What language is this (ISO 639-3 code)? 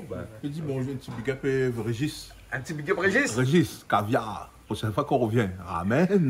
rcf